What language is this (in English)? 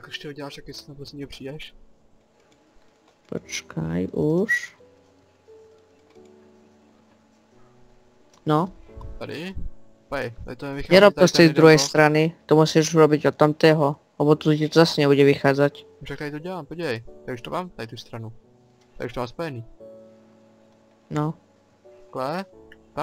Czech